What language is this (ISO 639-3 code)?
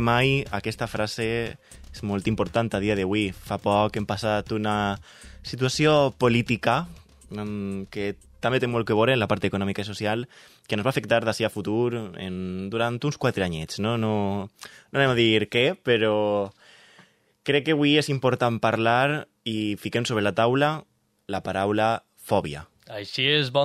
cat